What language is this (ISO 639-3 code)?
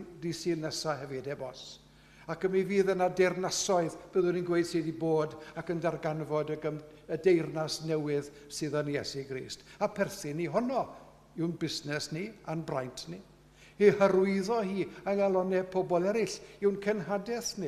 cym